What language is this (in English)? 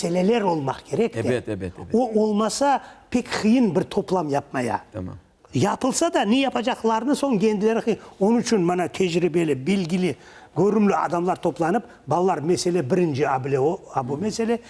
Crimean Tatar